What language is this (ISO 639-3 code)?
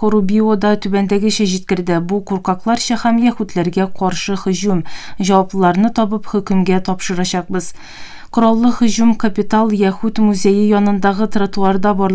tat